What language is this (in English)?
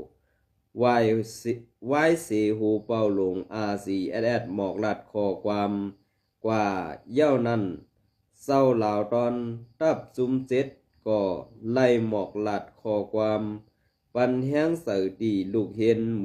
Shan